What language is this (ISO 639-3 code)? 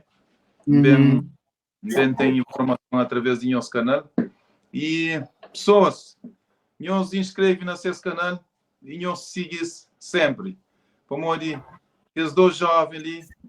kea